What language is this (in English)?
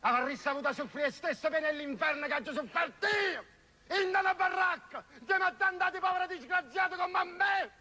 Neapolitan